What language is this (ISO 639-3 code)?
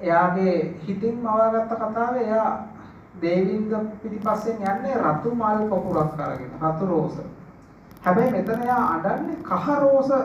sin